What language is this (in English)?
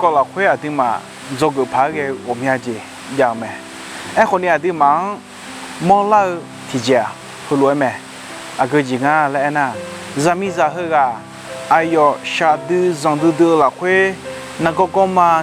Akha